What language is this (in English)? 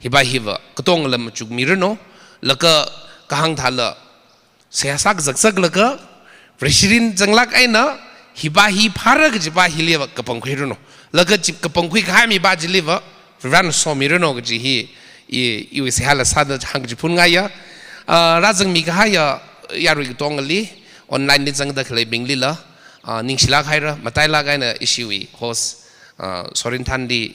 Tangkhul Naga (India)